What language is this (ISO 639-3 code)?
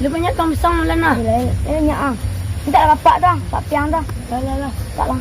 min